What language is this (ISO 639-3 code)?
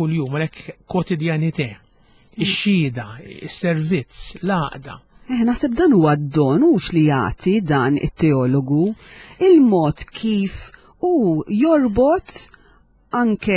mlt